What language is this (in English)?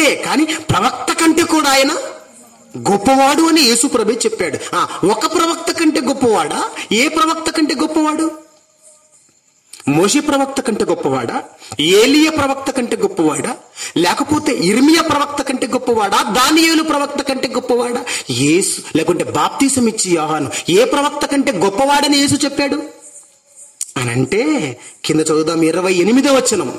Telugu